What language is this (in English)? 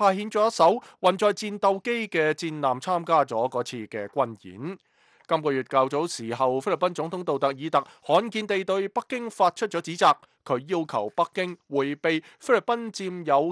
Cantonese